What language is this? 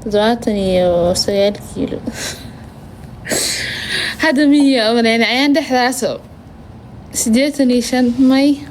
Somali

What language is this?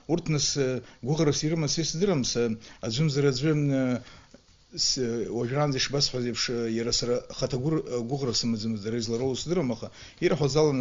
Abkhazian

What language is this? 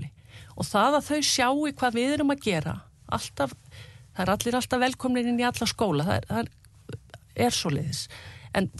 Icelandic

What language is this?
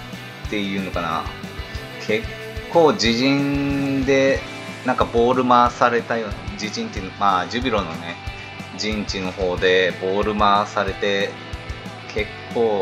Japanese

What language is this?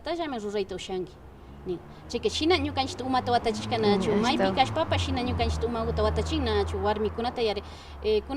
Imbabura Highland Quichua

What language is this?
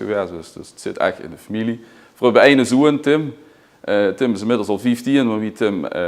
Limburgish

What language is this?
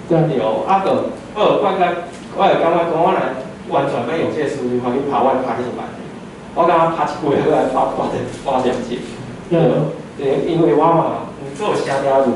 Min Nan Chinese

